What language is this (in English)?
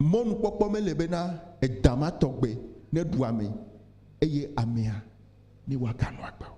Ewe